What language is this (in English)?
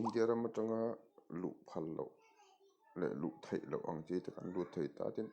Mizo